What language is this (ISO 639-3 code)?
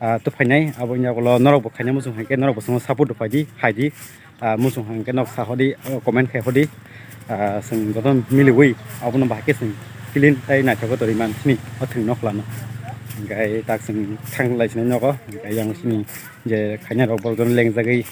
trp